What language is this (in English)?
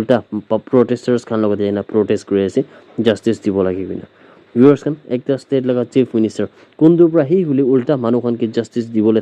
Naga Pidgin